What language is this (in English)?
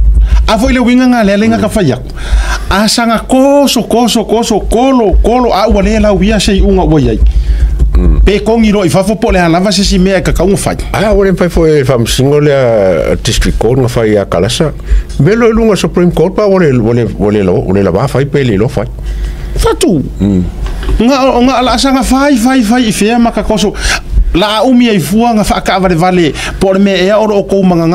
Samoan